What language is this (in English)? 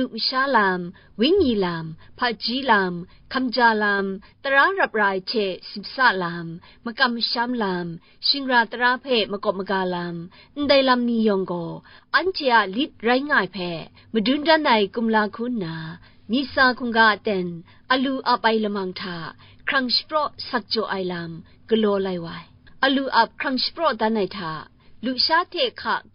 Kachin